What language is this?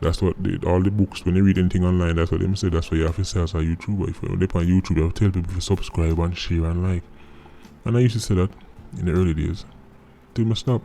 Jamaican Creole English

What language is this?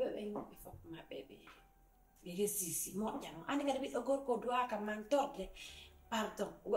Fula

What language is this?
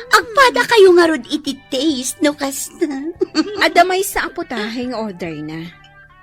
Iloko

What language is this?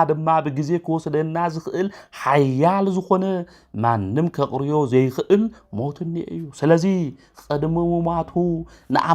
Tigrinya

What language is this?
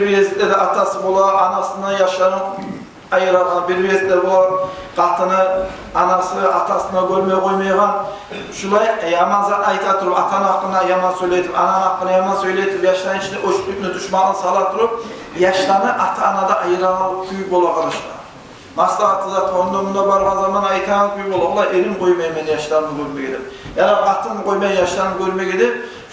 Kumyk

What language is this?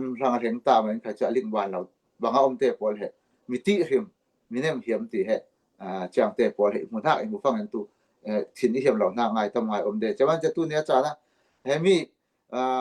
Falam Chin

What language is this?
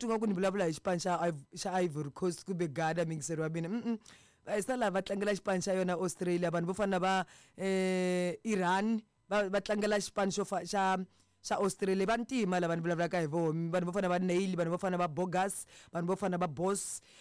Tsonga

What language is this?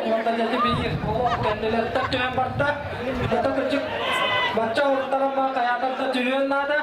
Yakut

